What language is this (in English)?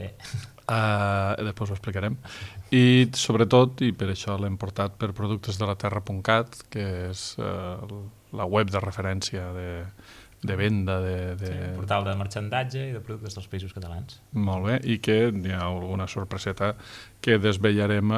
Catalan